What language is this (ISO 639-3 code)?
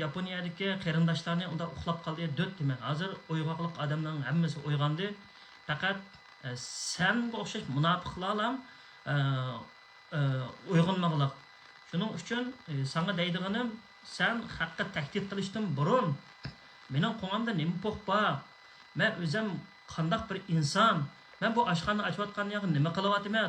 uig